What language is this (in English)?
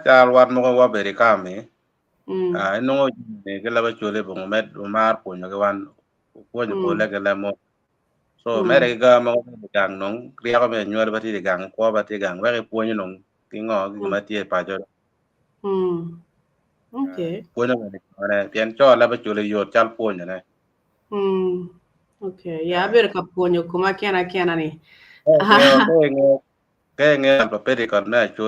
Acoli